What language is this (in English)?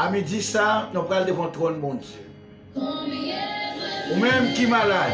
Haitian Creole